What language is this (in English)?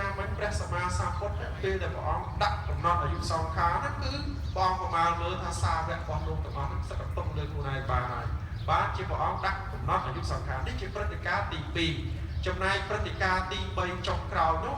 Khmer